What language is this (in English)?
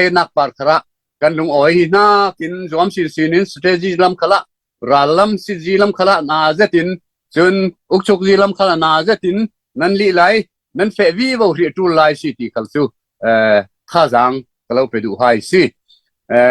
Falam Chin